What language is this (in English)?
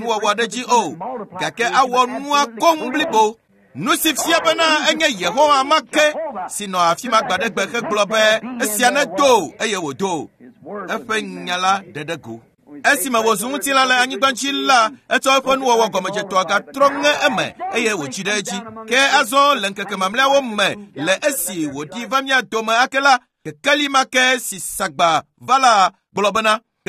Ewe